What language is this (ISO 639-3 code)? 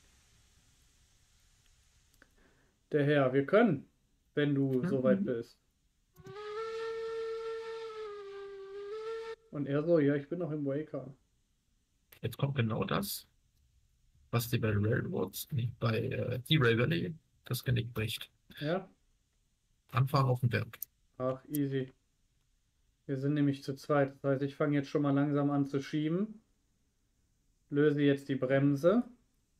deu